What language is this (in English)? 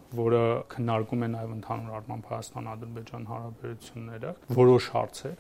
Armenian